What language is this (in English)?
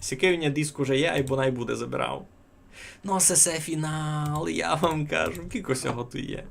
Rusyn